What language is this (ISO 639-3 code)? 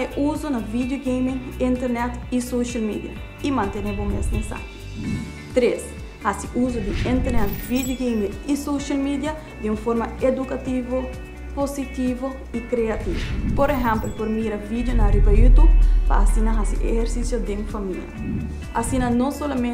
pap